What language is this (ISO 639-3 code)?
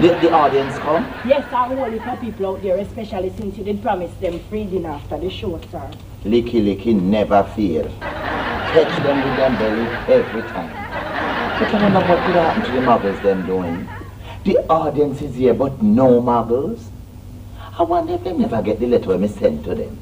jam